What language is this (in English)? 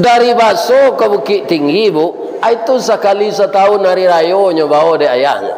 Minangkabau